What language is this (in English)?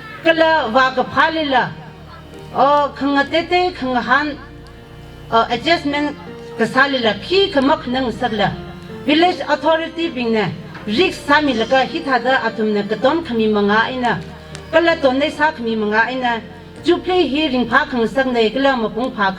Tangkhul Naga (India)